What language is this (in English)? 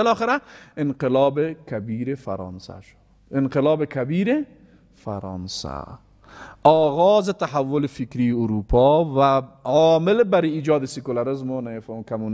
Persian